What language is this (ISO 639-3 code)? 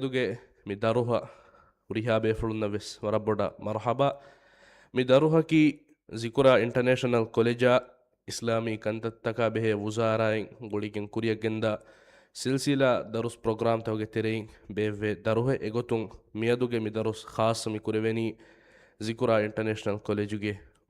div